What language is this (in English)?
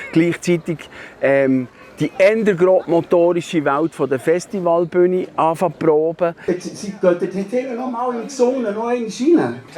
Swiss German